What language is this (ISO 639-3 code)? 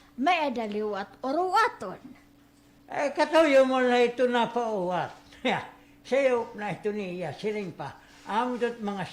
war